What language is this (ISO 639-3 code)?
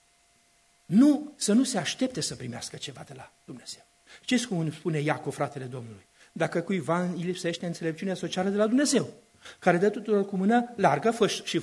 ron